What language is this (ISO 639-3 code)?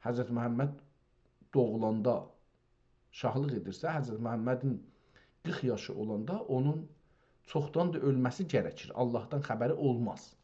azb